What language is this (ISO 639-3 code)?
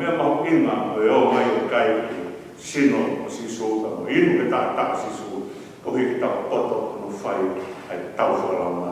ton